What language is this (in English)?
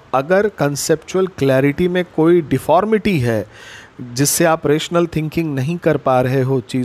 Hindi